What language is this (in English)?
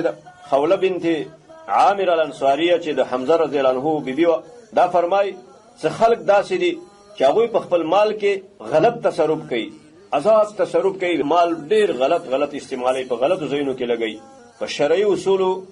Pashto